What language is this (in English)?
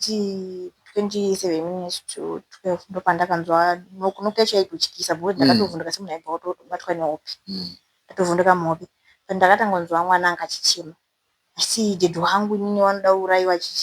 Shona